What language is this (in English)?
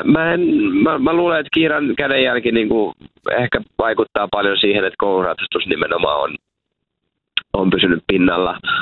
Finnish